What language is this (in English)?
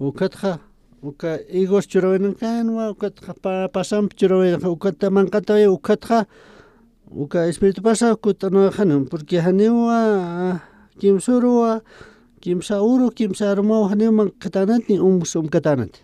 Aymara